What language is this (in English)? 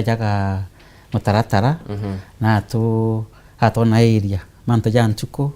Meru